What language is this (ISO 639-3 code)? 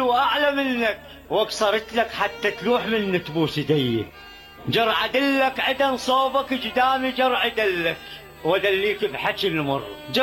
acm